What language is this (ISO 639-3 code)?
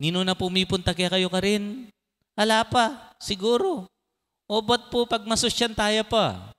pam